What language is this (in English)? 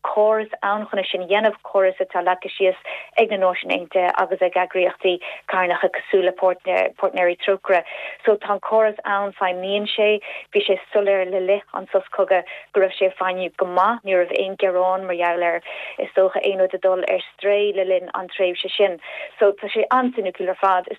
Irish